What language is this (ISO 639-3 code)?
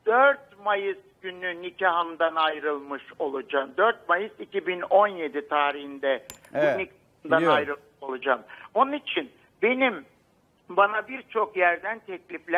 tur